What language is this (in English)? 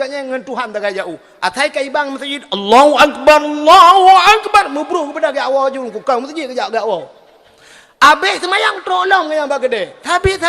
Achinese